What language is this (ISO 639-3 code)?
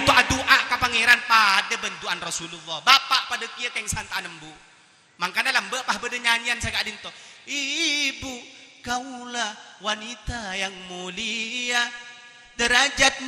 mad